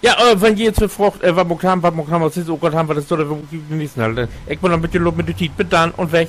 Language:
Low German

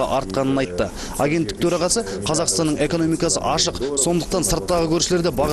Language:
Kazakh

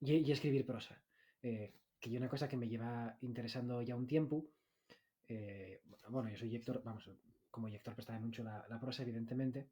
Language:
Asturian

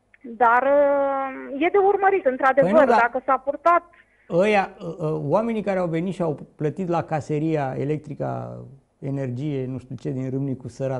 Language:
Romanian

